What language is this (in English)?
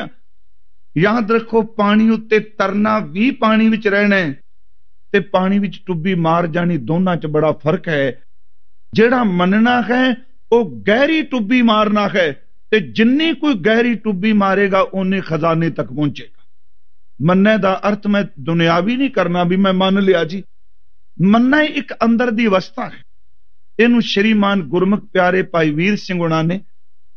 Punjabi